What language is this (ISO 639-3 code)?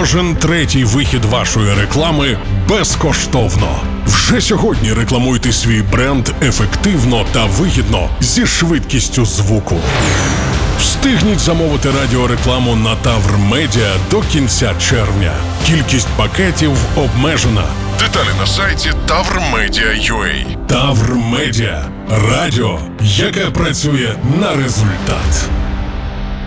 ukr